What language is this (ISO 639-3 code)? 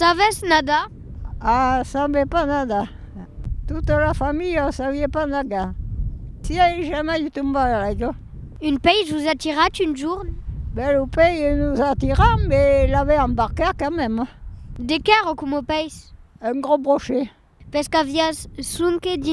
oci